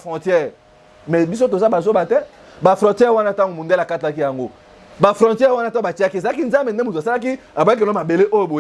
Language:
Lingala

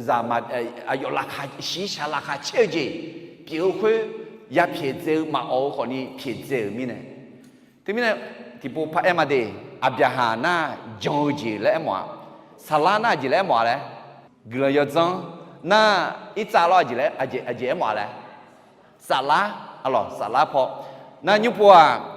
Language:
Akha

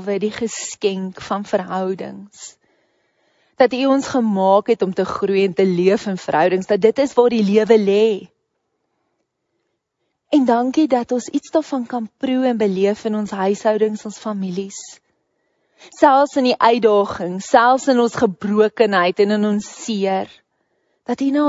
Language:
Afrikaans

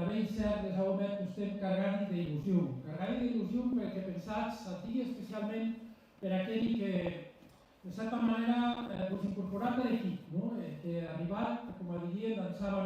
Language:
Occitan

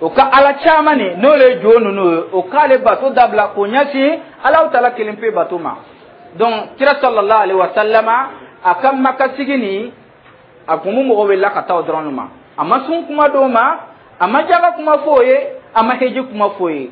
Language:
Dyula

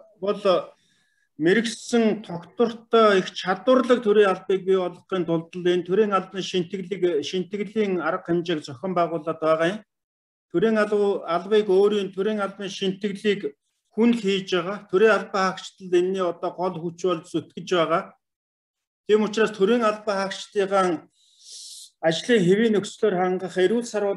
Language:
Mongolian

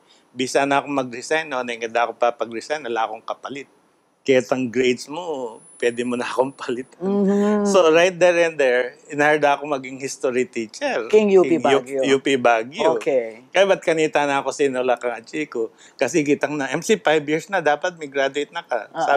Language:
Pampanga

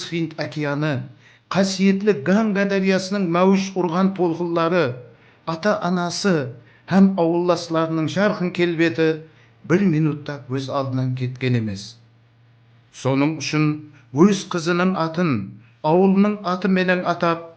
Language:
Kara-Kalpak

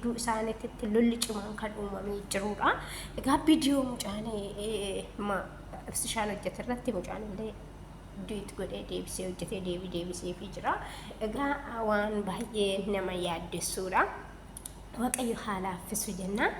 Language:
Oromo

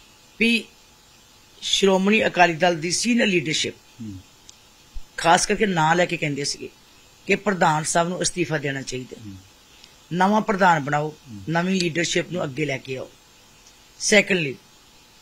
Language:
Punjabi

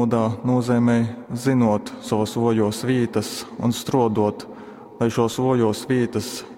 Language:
Latgalian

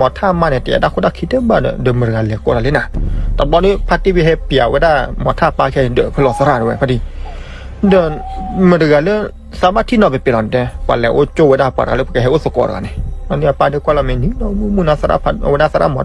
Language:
S'gaw Karen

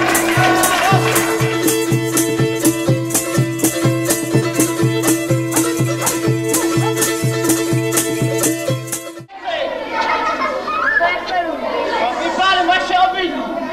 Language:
Czech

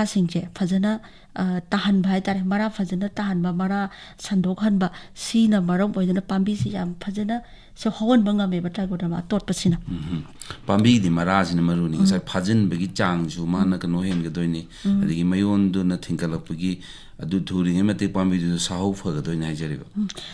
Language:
Manipuri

